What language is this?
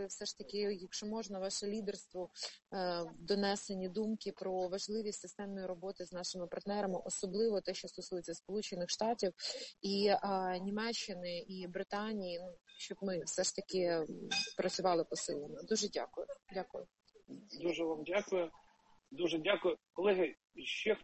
Ukrainian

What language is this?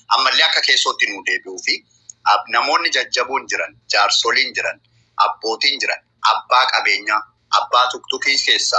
Oromo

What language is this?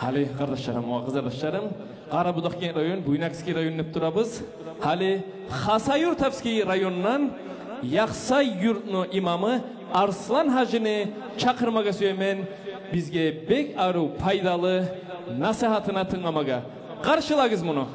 Kumyk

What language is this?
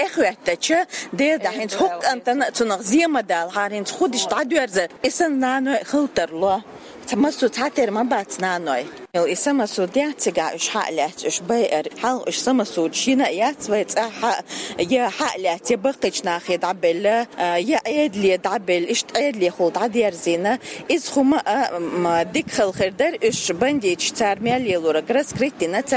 Chechen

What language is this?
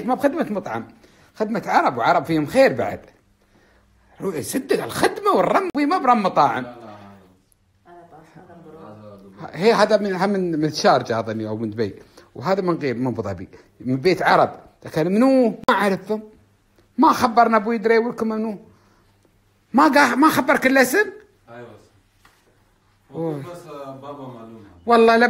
Gulf Arabic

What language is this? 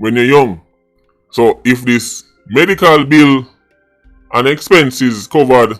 Jamaican Creole English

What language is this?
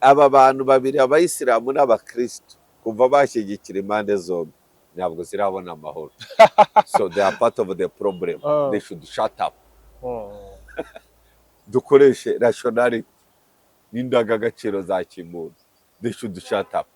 Kinyarwanda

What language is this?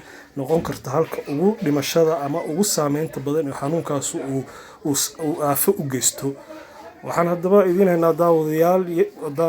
Somali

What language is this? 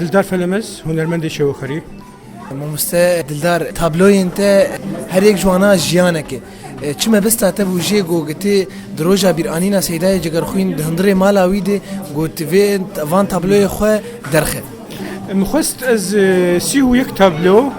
Kurdish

